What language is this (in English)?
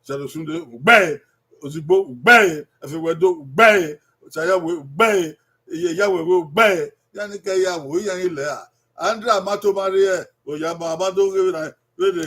Bini